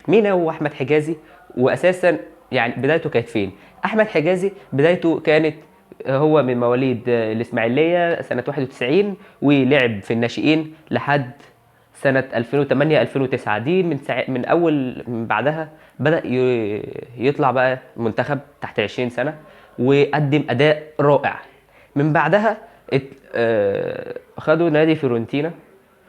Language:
Egyptian Arabic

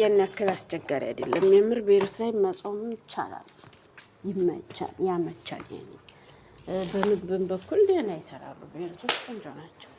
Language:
Amharic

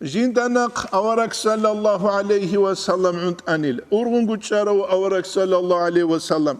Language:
Avaric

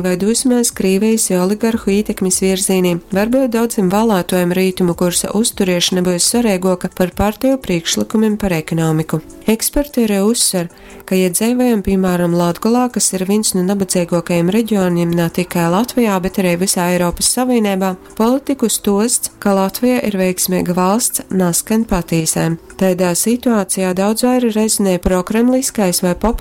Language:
Latgalian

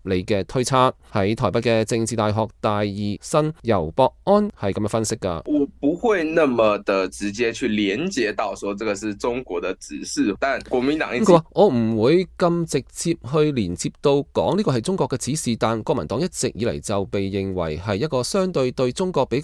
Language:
Cantonese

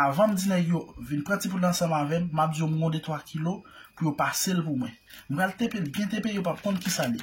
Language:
Haitian Creole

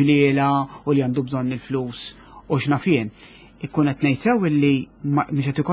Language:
Maltese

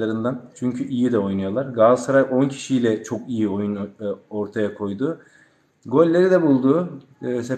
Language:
Turkish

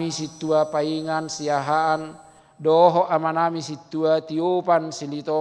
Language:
Batak Toba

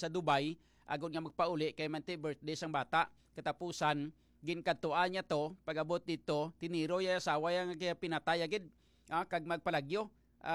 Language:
Hiligaynon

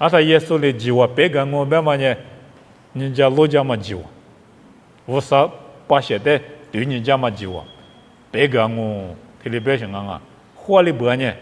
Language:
Lisu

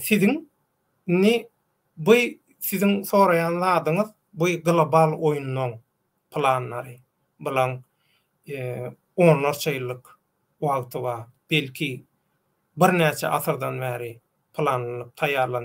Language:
Turkmen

